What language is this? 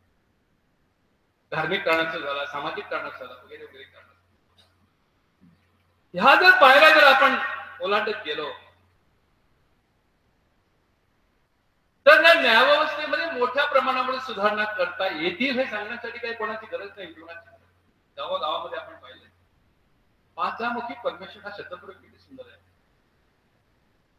Marathi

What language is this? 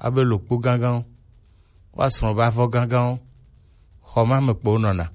Gen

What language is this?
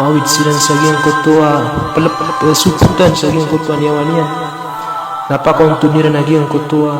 Maranao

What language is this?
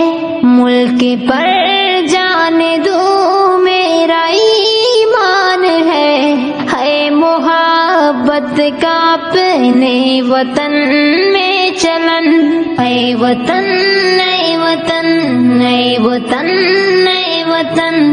Urdu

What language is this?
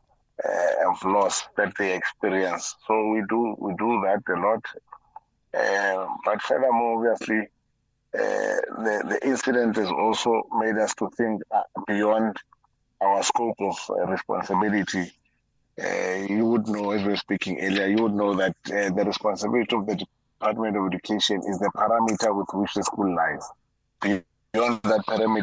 English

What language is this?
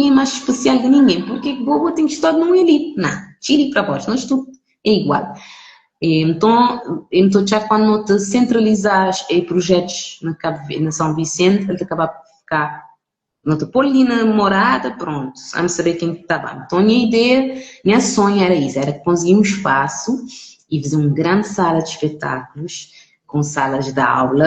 Kabuverdianu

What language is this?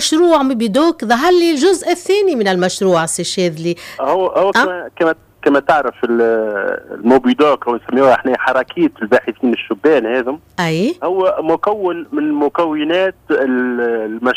Tunisian Arabic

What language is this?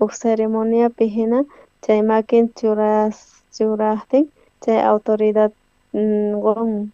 South Bolivian Quechua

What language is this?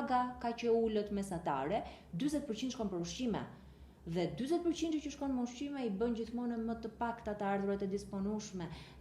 Albanian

